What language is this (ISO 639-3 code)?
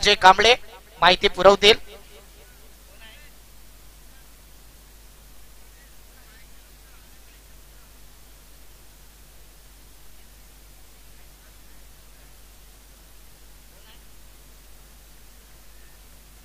mar